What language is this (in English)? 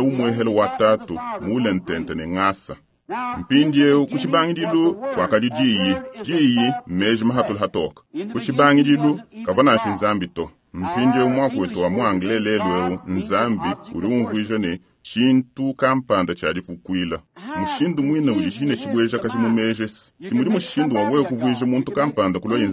Luba-Lulua